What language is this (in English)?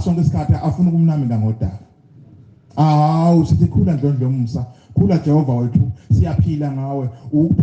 Zulu